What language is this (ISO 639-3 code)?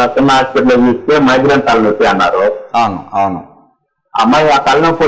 tel